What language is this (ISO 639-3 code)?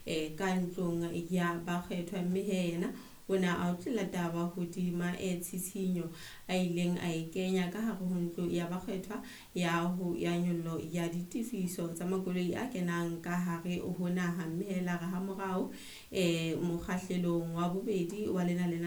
sot